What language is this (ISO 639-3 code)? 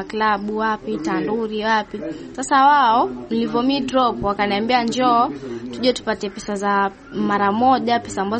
swa